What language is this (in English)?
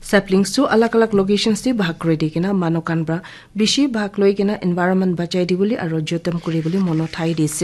Naga Pidgin